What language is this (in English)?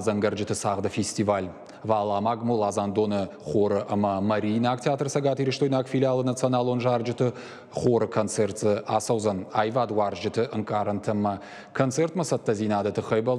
Ossetic